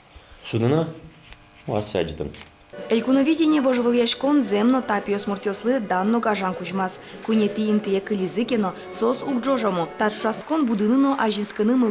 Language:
Udmurt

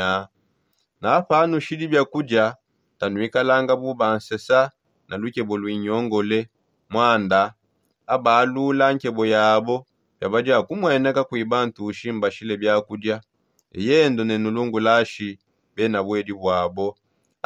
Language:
Songe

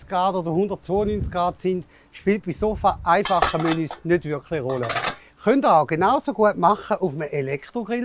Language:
Swiss German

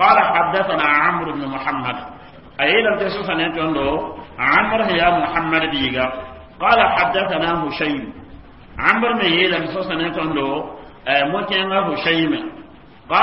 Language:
Mossi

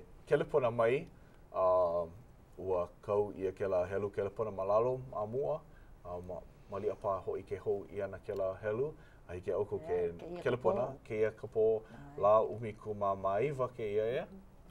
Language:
Hawaiian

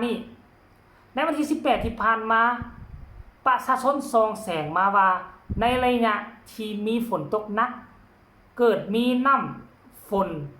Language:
Lao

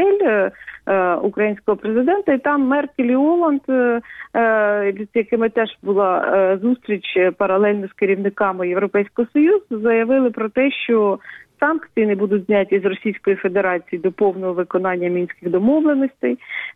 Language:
Ukrainian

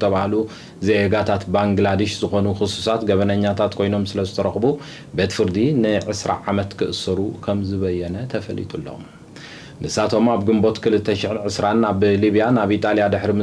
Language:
Tigrinya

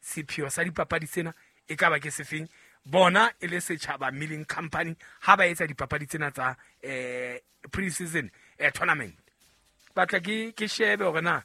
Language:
Southern Sotho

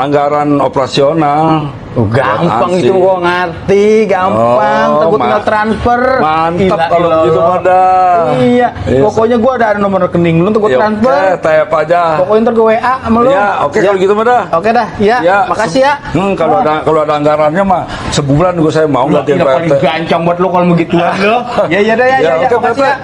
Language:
Betawi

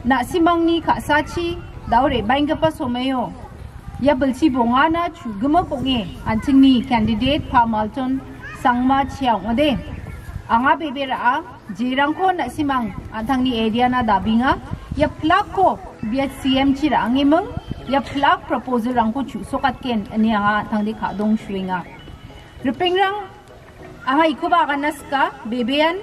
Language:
Garo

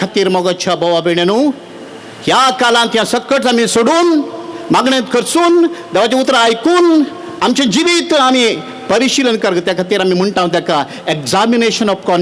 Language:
Konkani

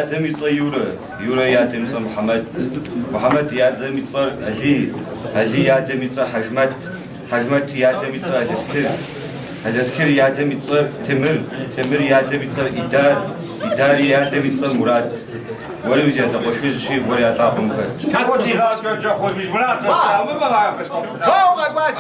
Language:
Kabardian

